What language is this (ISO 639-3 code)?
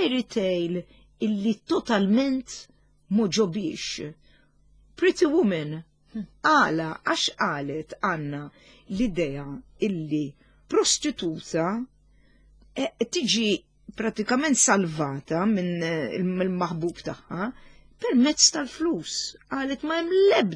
mlt